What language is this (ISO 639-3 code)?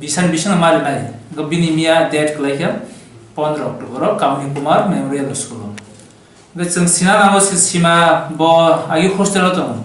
trp